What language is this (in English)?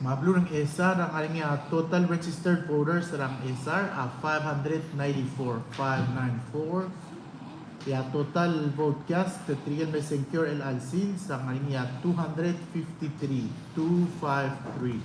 Palauan